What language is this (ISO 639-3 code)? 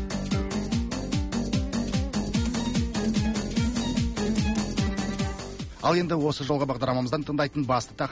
kaz